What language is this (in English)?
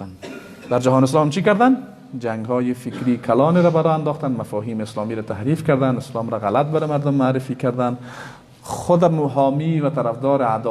Persian